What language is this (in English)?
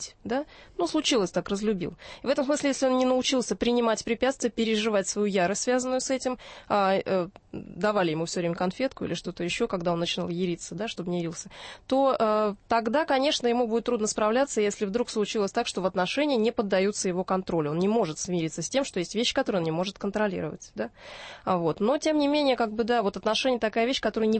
Russian